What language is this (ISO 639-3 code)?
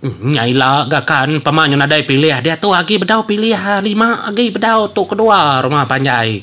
iba